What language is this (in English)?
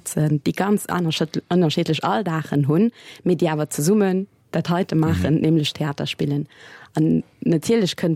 Luxembourgish